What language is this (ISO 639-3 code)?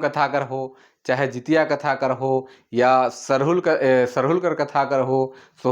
sck